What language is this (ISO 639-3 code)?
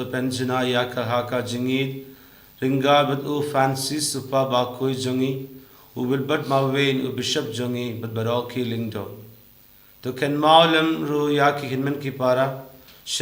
kha